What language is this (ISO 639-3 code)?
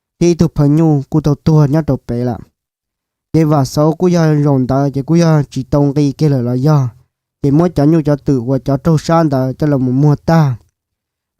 hmn